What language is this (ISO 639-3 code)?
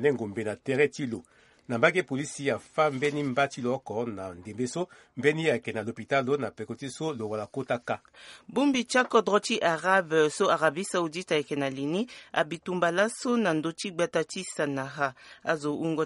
sag